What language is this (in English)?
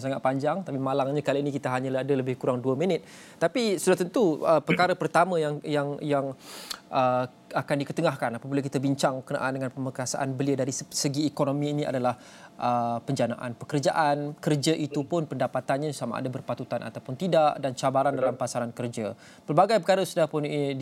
Malay